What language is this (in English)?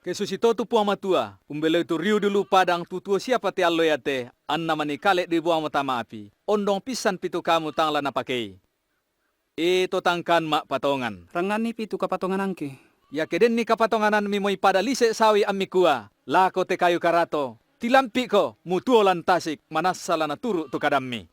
Toraja-Sa'dan